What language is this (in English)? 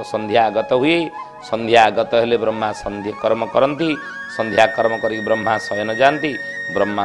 Odia